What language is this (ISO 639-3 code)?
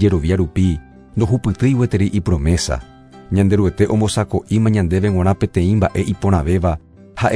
grn